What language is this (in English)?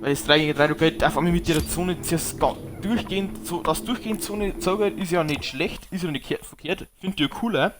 Bavarian